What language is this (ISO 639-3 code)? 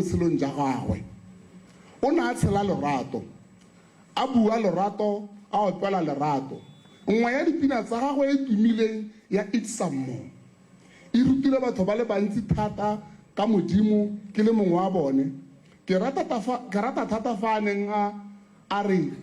tsn